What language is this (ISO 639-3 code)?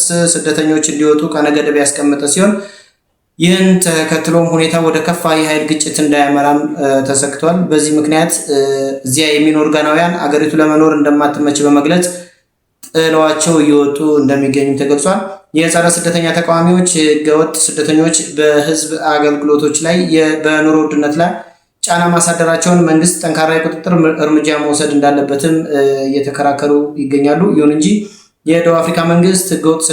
amh